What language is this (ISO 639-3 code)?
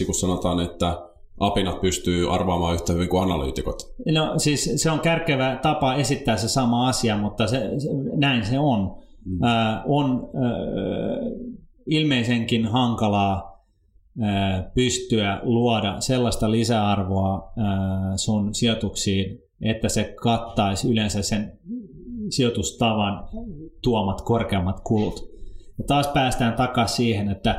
fin